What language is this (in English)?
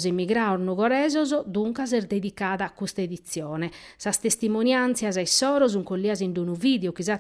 Sardinian